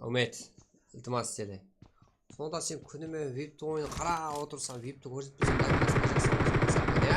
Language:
Kara-Kalpak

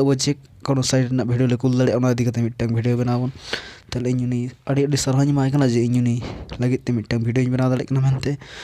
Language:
Santali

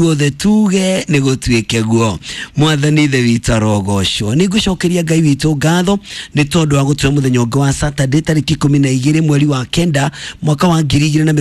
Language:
Kikuyu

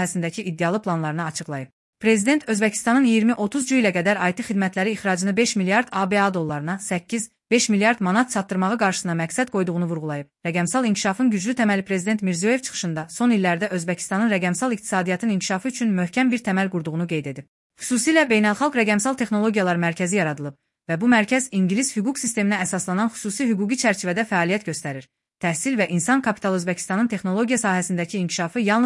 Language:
Azerbaijani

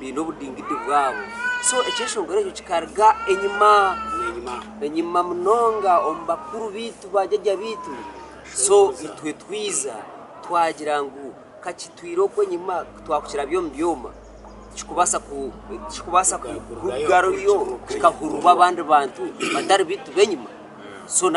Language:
Nyankole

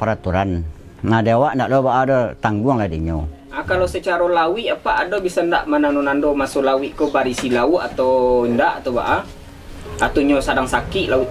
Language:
Minangkabau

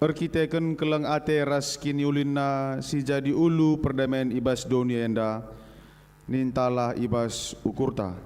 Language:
Batak Karo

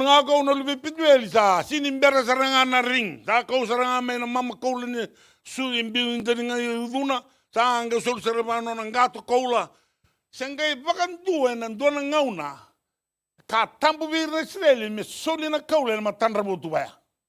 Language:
Fijian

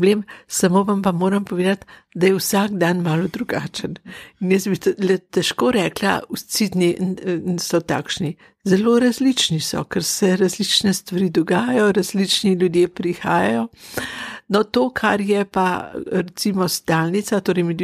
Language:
Slovenian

